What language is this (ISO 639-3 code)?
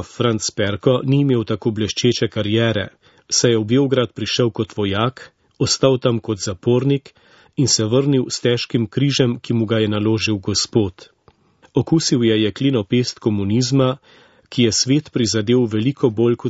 slv